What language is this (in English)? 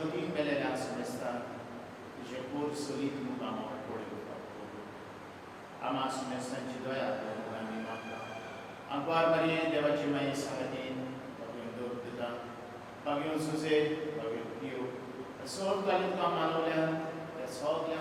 Konkani